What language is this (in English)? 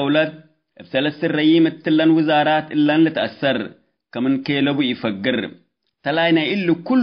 Tigre